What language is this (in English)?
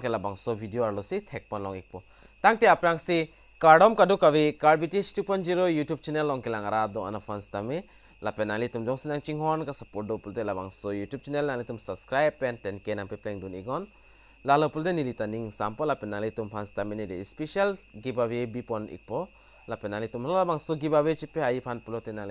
Karbi